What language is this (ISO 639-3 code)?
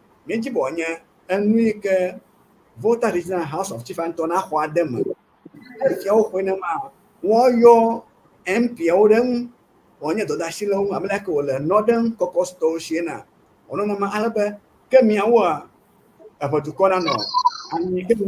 ewe